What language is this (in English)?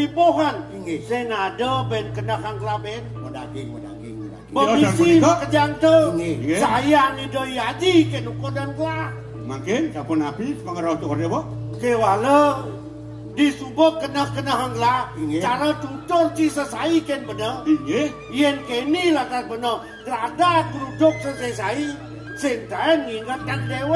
Balinese